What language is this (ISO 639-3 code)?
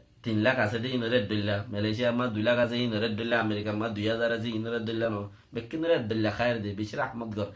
rhg